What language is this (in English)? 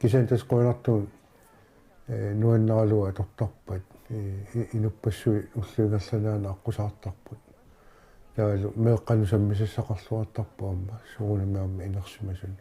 Kalaallisut